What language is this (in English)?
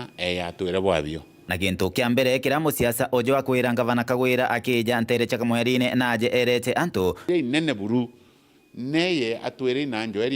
Meru